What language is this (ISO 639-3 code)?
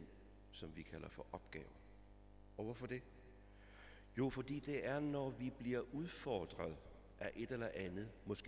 dan